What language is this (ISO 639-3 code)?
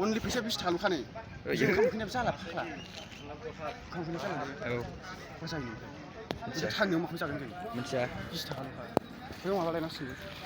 brx